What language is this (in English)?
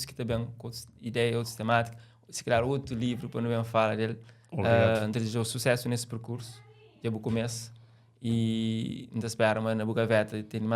Kabuverdianu